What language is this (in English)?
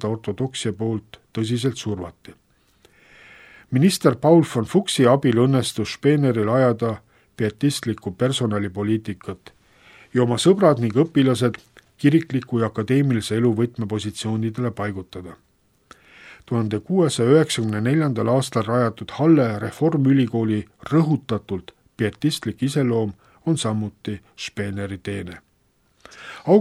Estonian